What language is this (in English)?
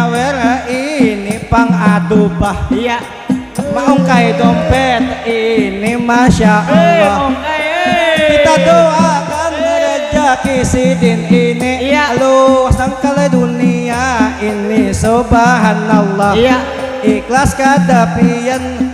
Banjar